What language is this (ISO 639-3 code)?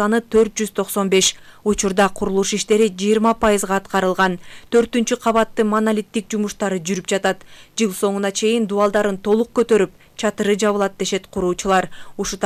kir